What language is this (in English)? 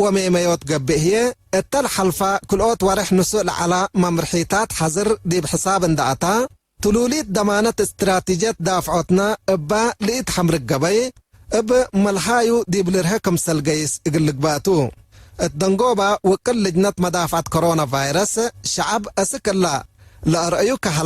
Tigre